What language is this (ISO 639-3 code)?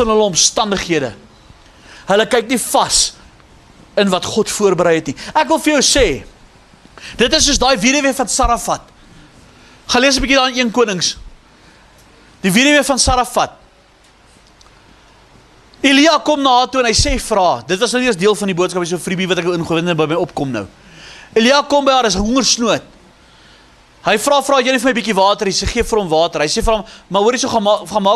afr